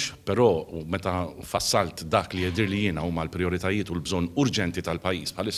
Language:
Maltese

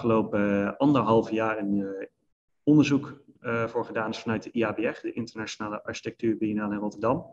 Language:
Dutch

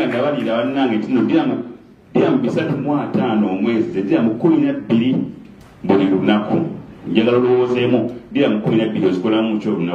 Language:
Soga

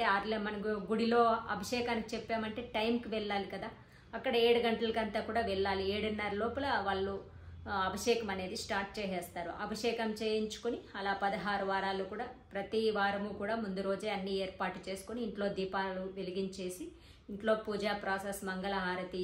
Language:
Telugu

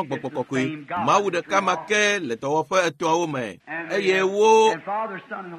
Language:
Ewe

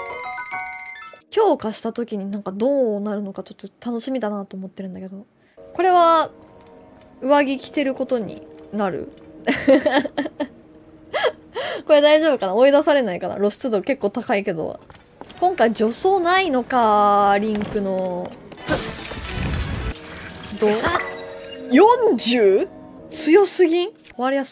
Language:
Japanese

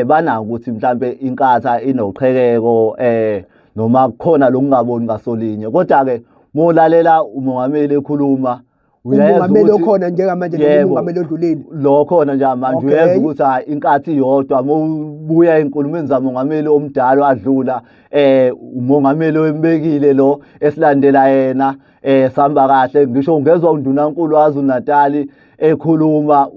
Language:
Zulu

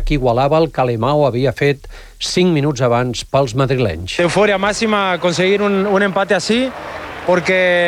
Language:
Catalan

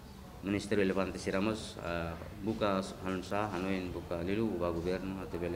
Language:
Tetum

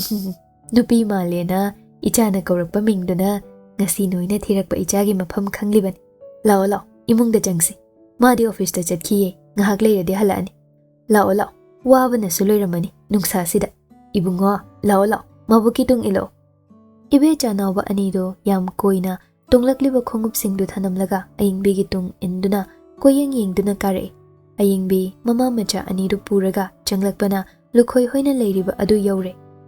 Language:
Manipuri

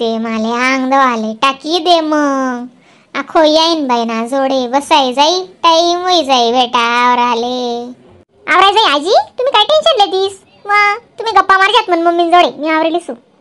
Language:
Khandesi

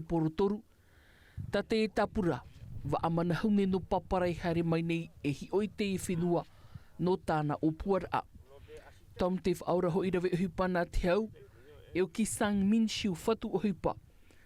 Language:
Tahitian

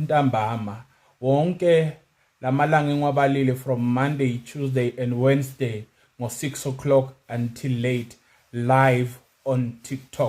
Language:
Zulu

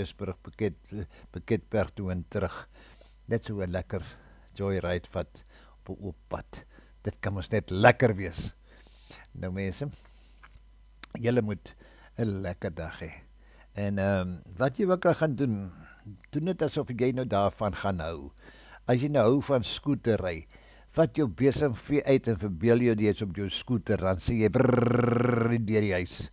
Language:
Afrikaans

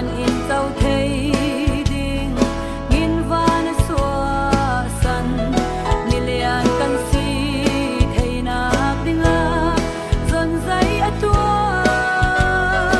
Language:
Falam Chin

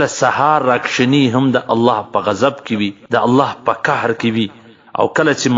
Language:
Pashto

